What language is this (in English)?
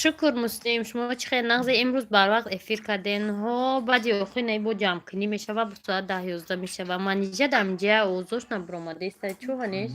Tajik